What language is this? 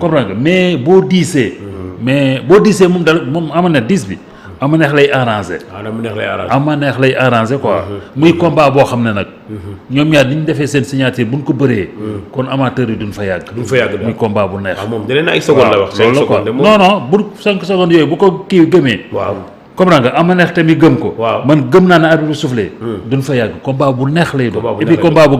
Wolof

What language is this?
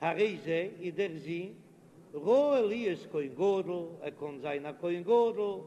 Yiddish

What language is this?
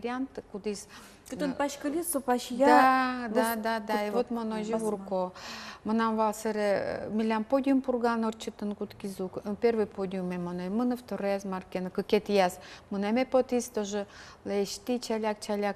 Udmurt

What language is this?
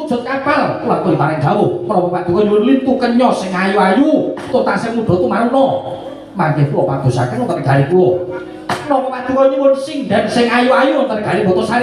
Javanese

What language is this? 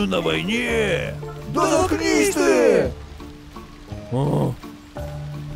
Russian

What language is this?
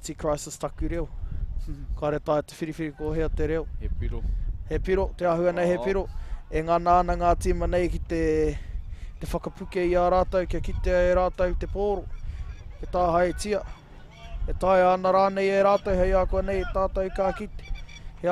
Māori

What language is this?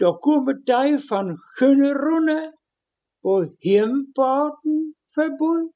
Westphalien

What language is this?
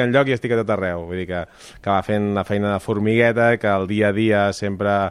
Catalan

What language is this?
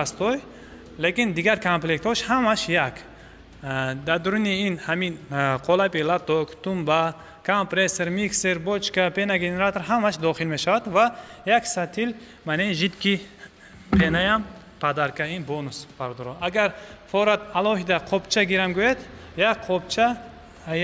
Tajik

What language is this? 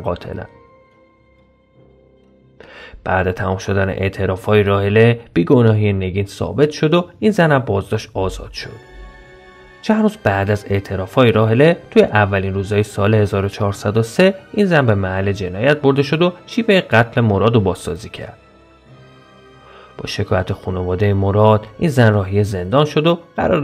Persian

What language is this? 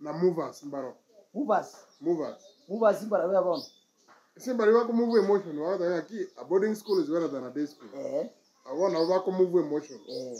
Gusii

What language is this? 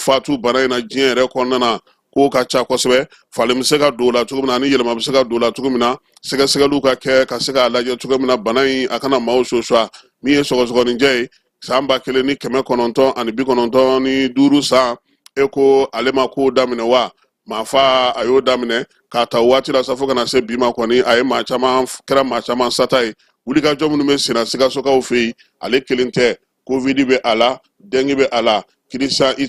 Bambara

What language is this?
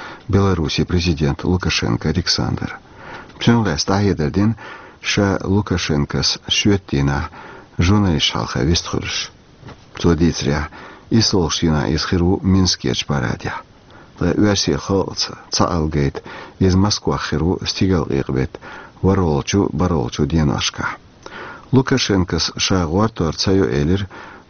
Chechen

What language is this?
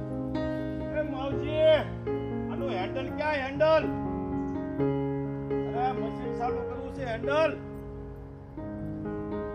Gujarati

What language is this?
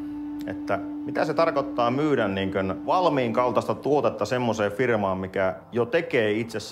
Finnish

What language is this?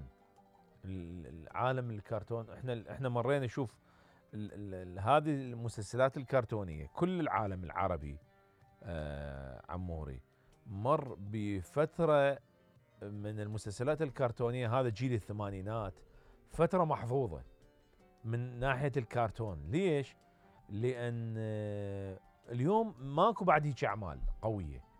Mesopotamian Arabic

